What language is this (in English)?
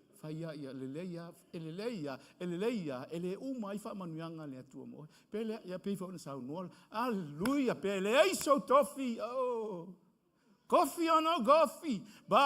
Samoan